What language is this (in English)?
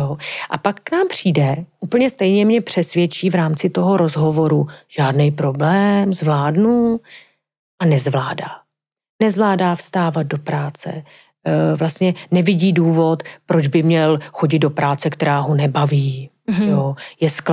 Czech